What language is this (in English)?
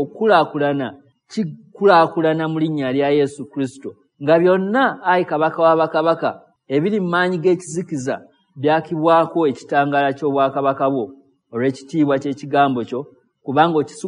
Ganda